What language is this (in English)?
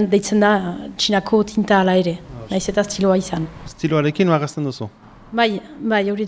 Basque